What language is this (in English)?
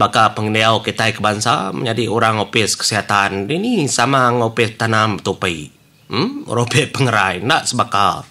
Iban